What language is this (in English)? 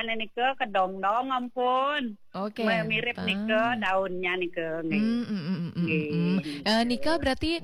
Balinese